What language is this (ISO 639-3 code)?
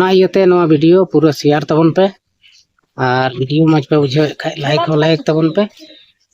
sat